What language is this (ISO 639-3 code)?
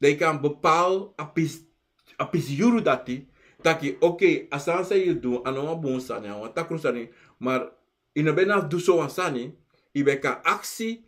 srn